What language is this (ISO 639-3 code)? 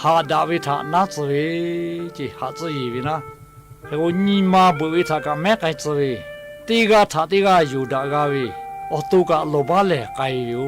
lhu